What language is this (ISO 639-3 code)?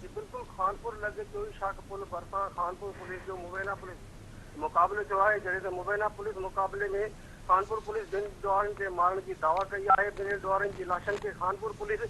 snd